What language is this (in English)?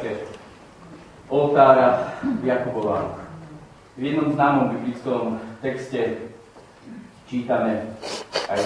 Slovak